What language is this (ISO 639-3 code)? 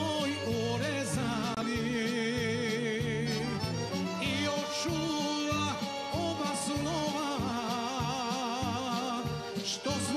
hrv